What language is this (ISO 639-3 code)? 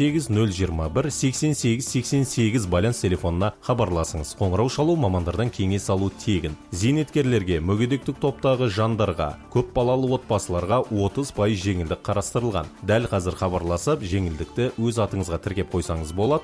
kaz